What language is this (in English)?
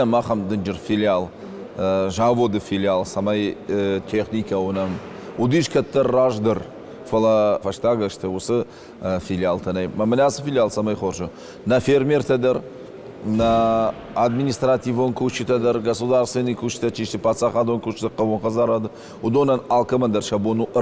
Ossetic